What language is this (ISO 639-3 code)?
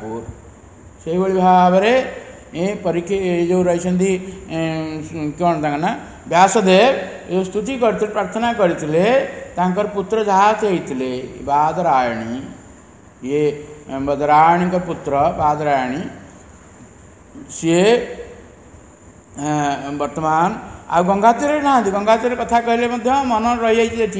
ori